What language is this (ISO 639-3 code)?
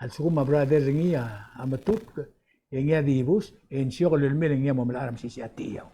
pau